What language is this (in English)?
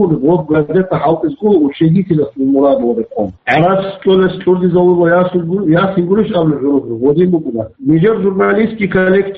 Avaric